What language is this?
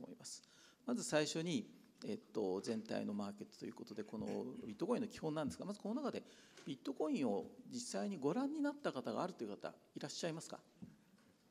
Japanese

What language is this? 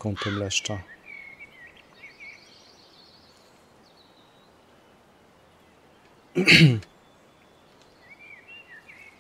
Polish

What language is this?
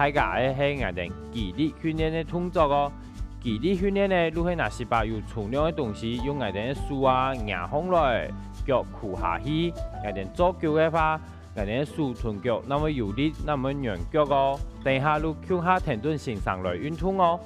Hakka Chinese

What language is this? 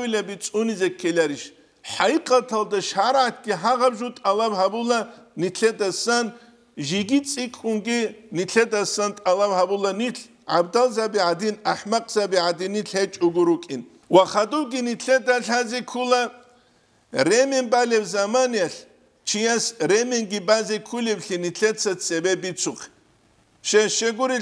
Avaric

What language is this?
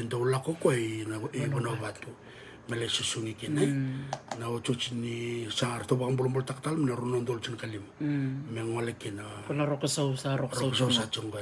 Fijian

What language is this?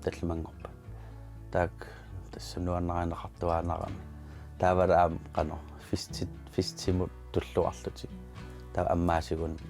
Kalaallisut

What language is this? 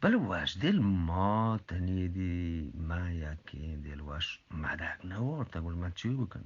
Eastern Balochi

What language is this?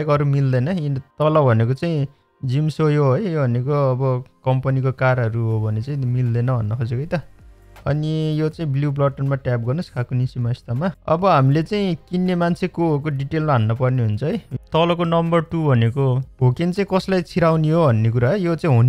Nepali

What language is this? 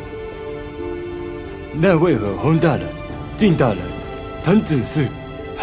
Chinese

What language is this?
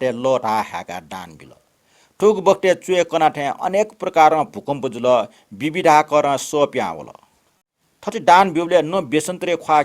Newari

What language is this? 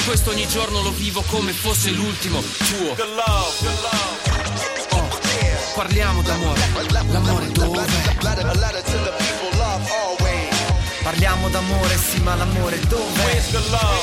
Italian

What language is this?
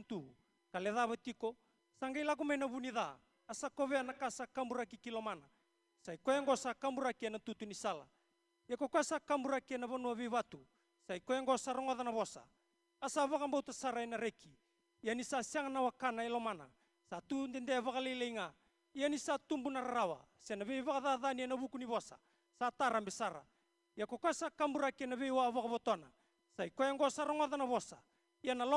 Fijian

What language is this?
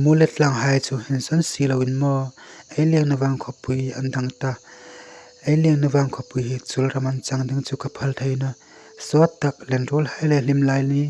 Hmar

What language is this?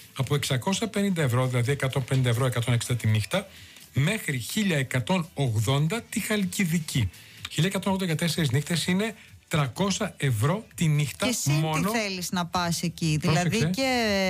Greek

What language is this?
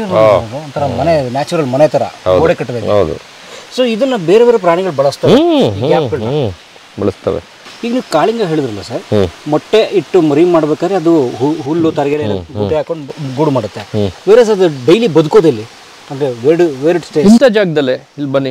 Kannada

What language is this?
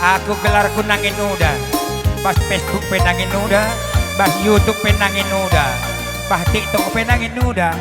Batak Karo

